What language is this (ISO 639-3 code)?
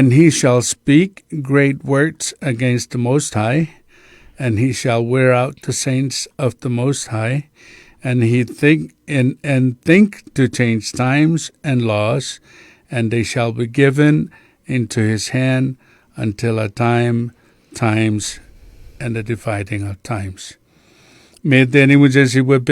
chk